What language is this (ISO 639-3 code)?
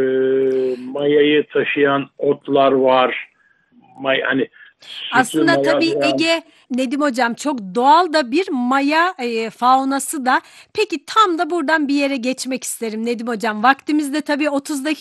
tur